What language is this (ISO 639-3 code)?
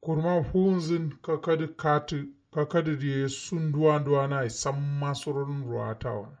kau